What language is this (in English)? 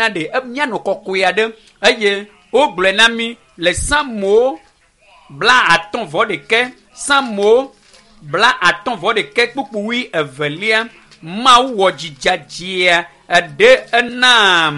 Ewe